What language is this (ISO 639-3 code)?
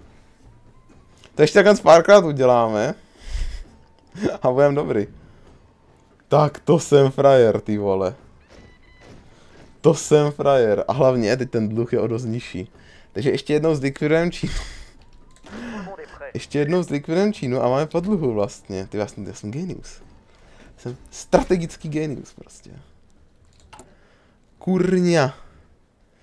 ces